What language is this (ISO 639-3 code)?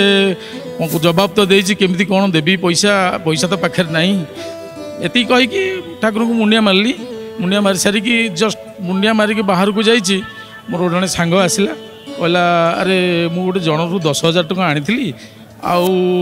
ori